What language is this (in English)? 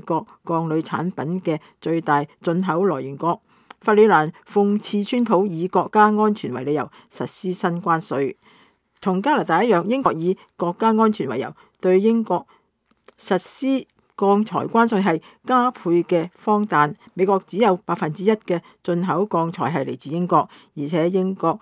Cantonese